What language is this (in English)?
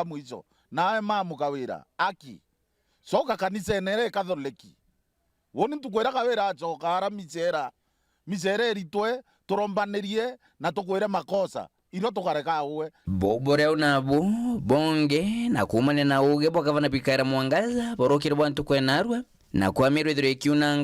Meru